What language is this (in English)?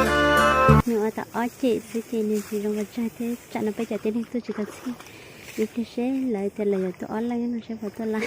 Hmong